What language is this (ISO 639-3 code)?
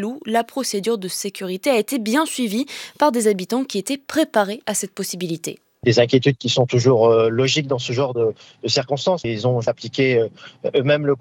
fra